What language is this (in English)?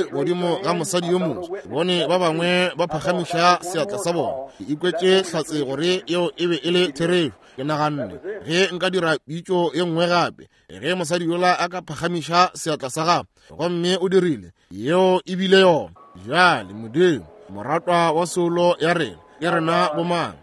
Northern Sotho